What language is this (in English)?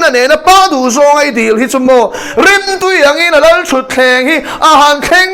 Mizo